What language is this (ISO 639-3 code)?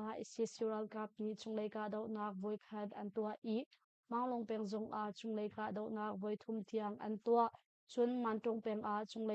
cnh